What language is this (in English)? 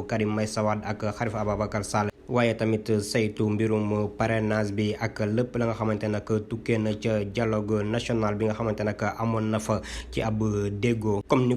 Wolof